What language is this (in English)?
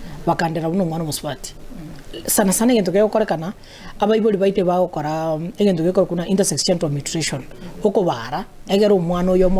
Gusii